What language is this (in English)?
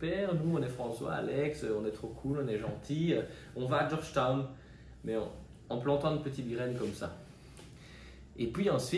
French